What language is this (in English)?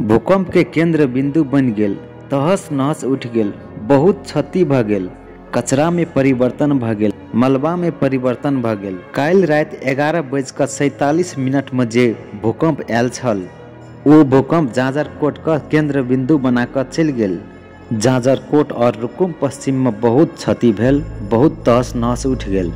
Maithili